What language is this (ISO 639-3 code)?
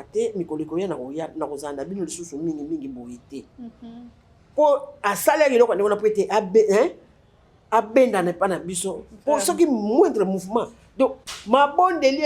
lin